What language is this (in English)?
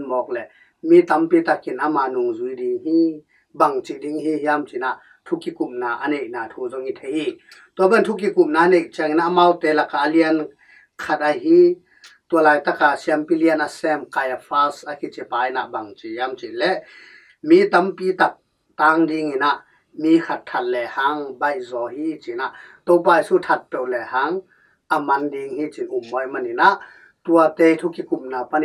Tedim Chin